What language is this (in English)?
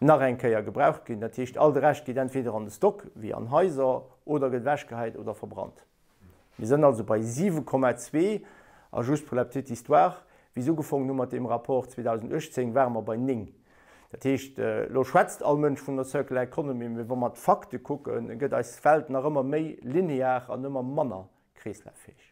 Luxembourgish